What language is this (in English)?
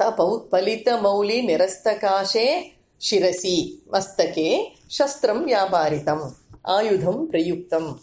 Sanskrit